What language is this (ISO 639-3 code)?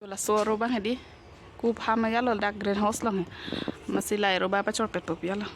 mjw